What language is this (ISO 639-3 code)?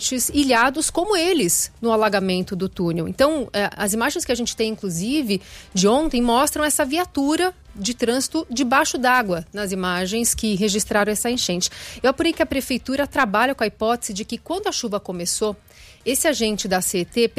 por